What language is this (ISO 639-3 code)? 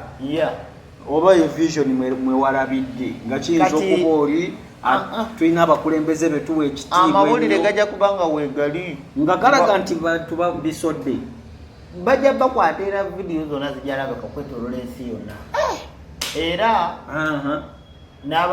lug